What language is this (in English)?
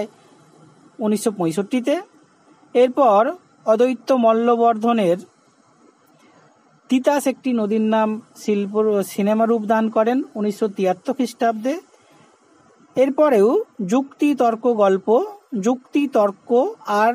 Bangla